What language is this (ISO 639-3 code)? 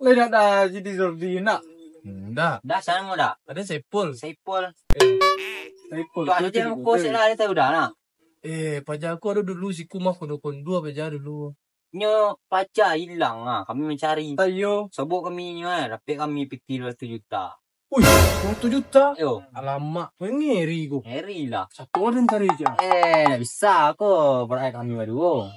min